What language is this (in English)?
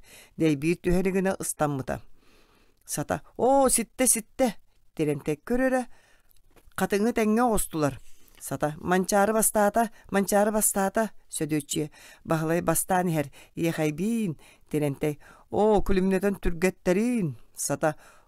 Yakut